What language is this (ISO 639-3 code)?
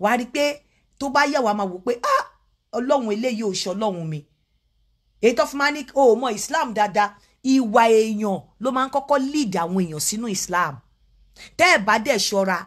yor